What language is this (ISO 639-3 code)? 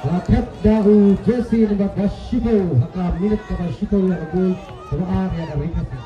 kha